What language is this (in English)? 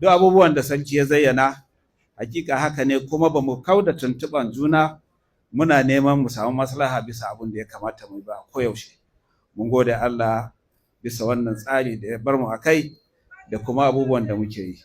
Hausa